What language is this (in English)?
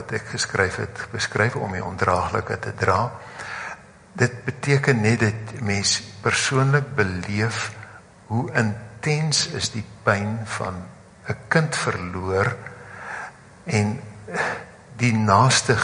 Afrikaans